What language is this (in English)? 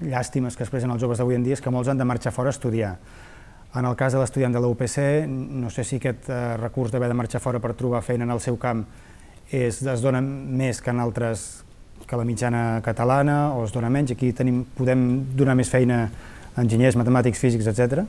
Catalan